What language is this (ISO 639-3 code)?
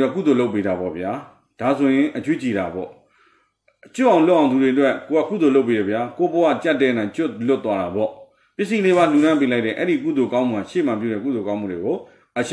mya